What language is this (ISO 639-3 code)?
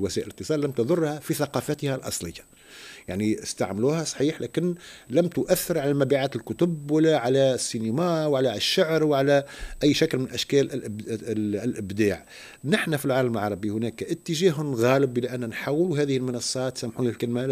aeb